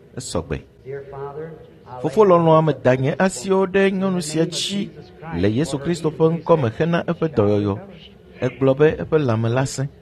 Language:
Ewe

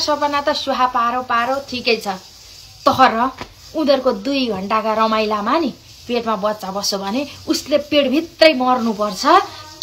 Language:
Nepali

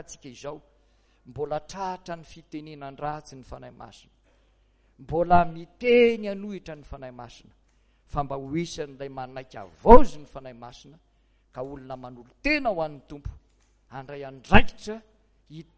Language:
Malagasy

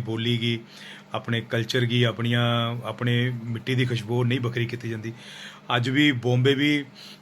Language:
Dogri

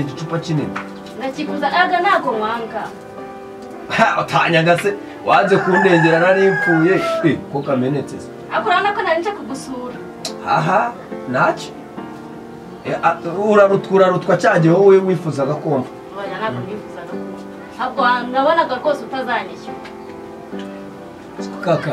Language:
Kinyarwanda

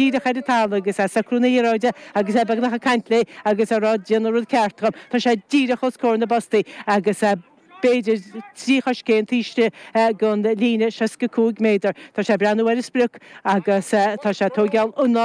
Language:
Irish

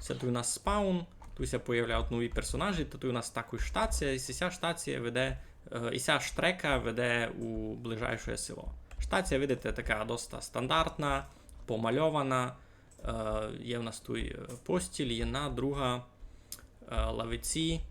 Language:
Rusyn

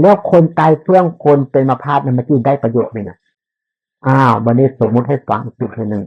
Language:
Northeastern Thai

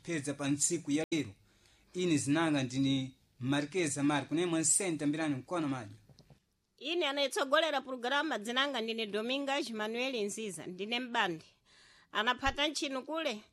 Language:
Sena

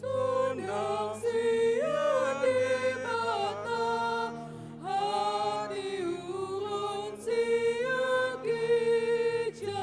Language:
Batak Toba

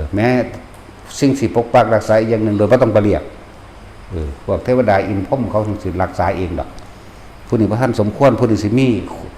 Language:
Northeastern Thai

